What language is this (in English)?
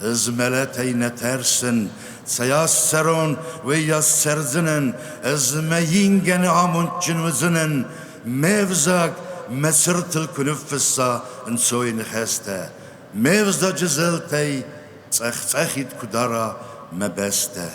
Ossetic